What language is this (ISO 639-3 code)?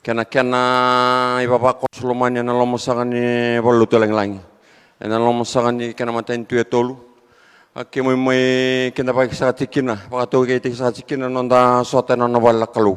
fij